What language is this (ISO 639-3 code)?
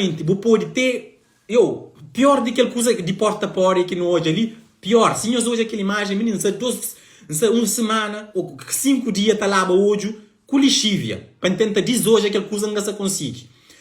kea